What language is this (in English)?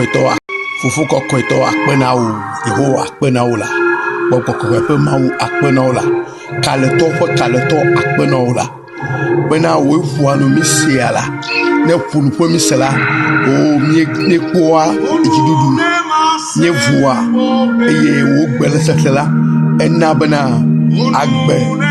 Ewe